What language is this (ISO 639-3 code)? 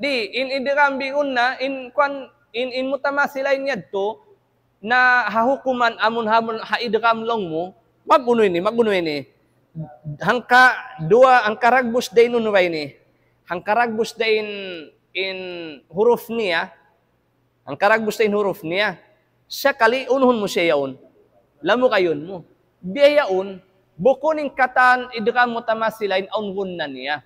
tsg